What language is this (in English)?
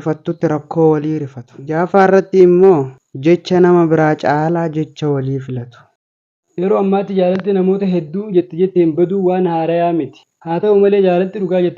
Oromo